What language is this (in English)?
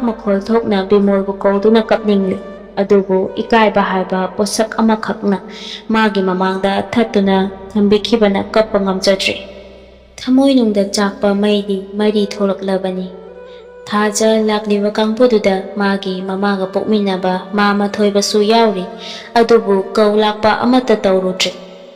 Manipuri